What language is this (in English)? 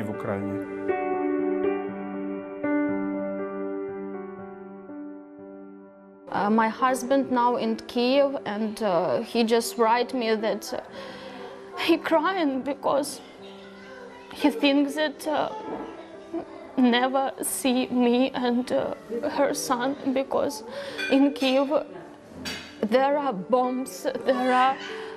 Slovak